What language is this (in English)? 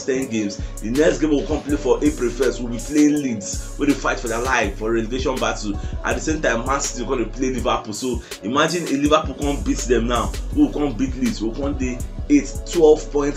Nigerian Pidgin